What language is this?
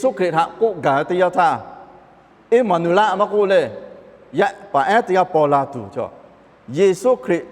Lahu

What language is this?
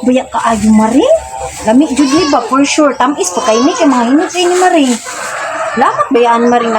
Cebuano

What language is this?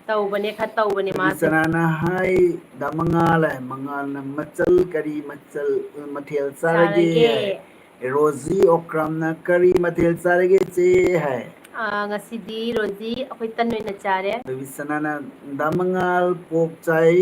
Manipuri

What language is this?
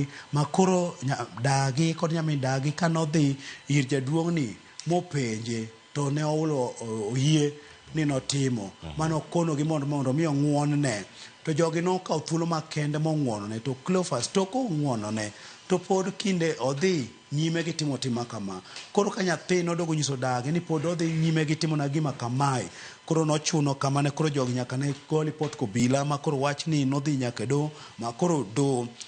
Luo (Kenya and Tanzania)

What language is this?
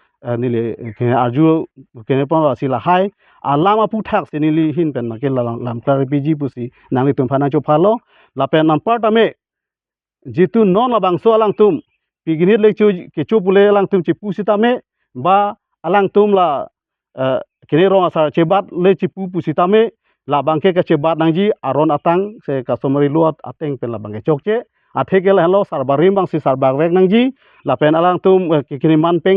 Karbi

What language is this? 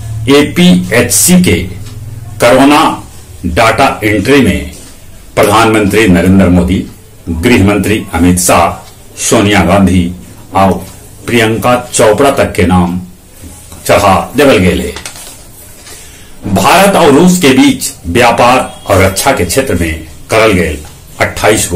Magahi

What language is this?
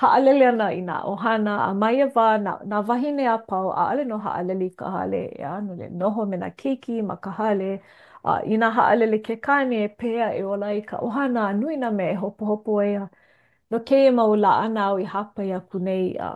Hawaiian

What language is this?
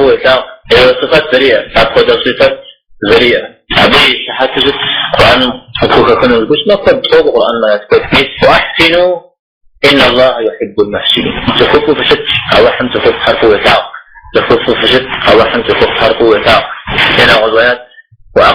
Kabardian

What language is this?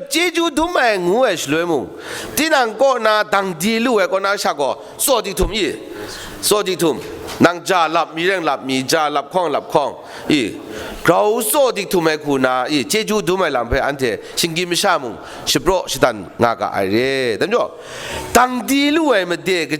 Kachin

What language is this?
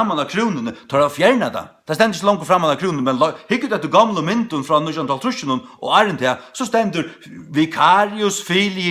Faroese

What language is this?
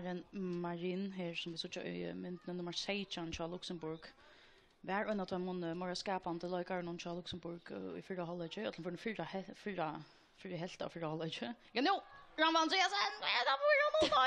Faroese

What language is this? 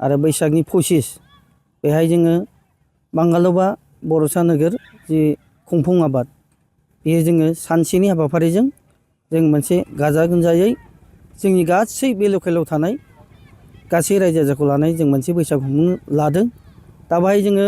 Bodo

